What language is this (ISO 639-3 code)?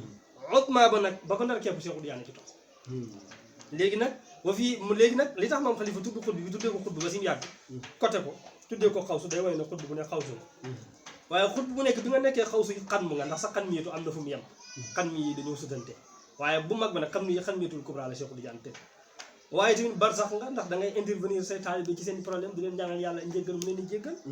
wol